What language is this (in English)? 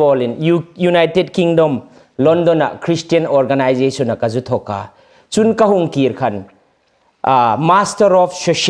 Hmar